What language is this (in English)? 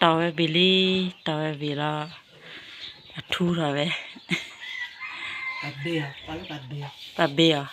S'gaw Karen